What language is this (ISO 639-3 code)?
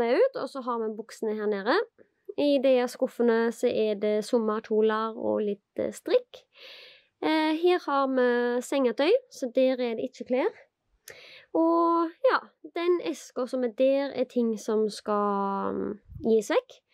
nor